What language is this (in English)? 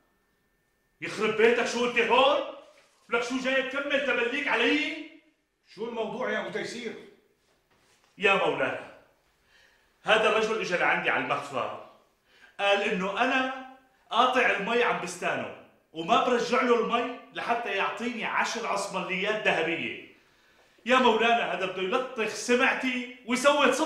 North Levantine Arabic